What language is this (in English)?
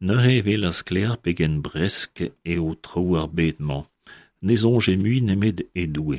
Breton